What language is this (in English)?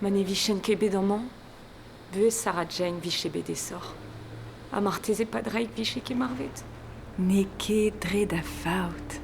Breton